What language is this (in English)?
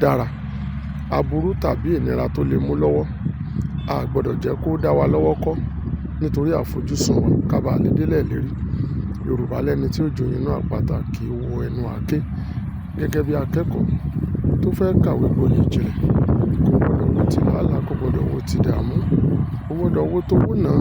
Yoruba